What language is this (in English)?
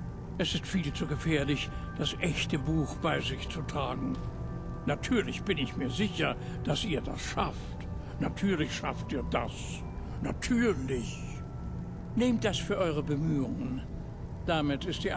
Bavarian